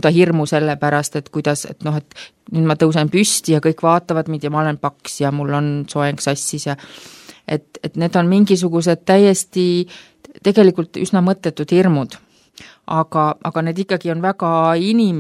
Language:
Estonian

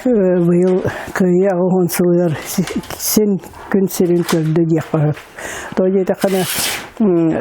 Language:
Yakut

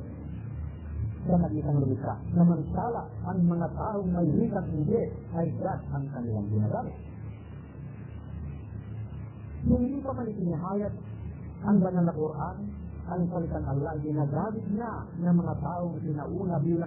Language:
Filipino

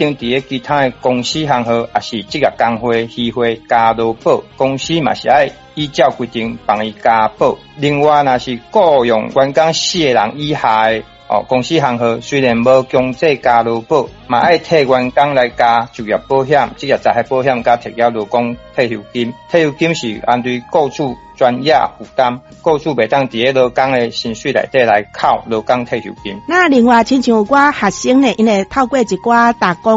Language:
Min Nan Chinese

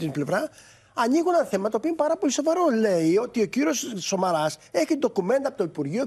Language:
Greek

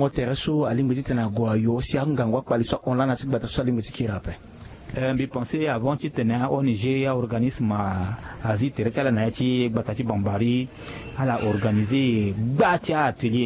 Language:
Sango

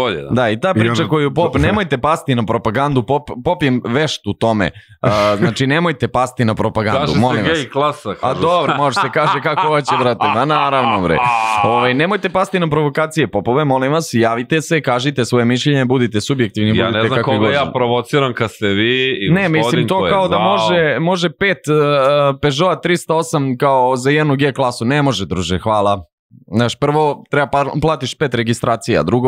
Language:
Serbian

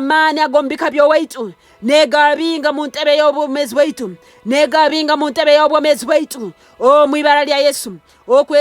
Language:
Nyoro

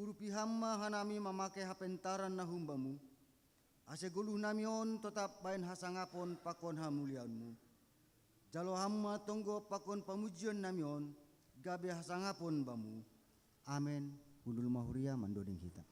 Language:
Batak Simalungun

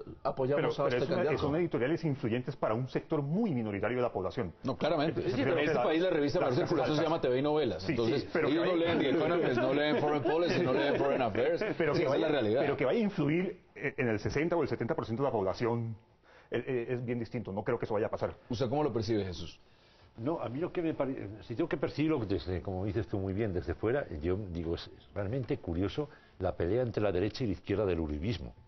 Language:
Spanish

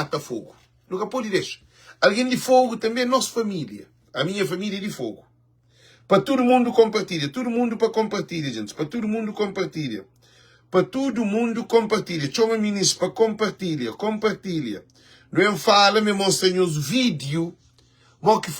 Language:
Kabuverdianu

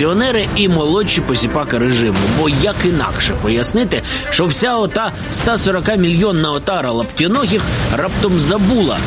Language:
Ukrainian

